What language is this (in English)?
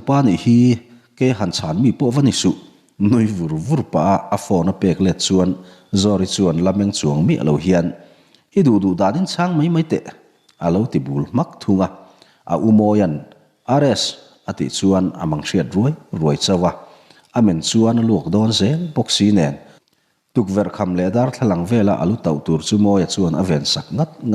Mizo